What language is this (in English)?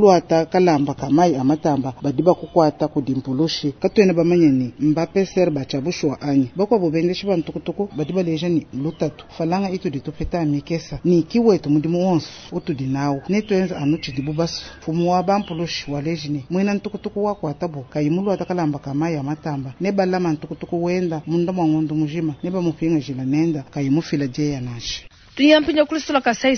Luba-Lulua